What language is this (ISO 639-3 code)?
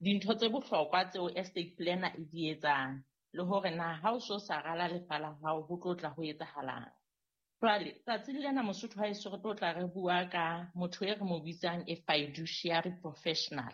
sot